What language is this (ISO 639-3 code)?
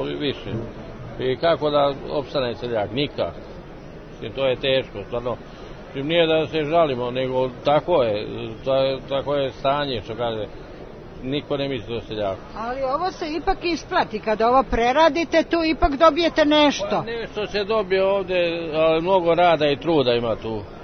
srp